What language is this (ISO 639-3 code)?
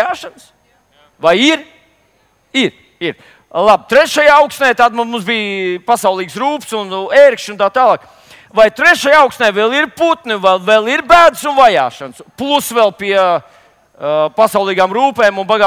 lav